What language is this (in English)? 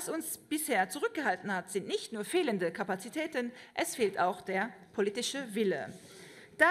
Luxembourgish